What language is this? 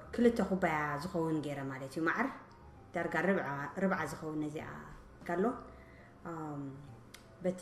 Tigrinya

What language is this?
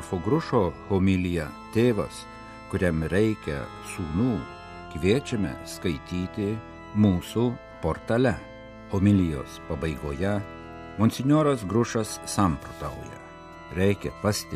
Lithuanian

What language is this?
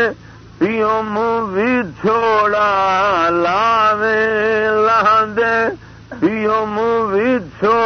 Saraiki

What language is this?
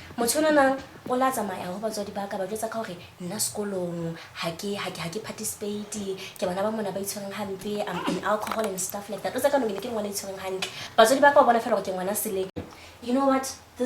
Southern Sotho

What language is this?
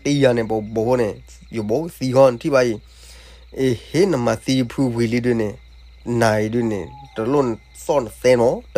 S'gaw Karen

